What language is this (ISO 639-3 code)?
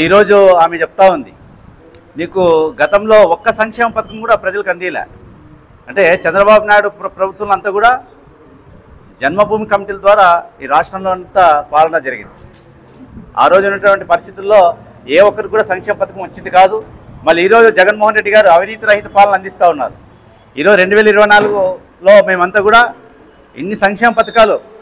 tel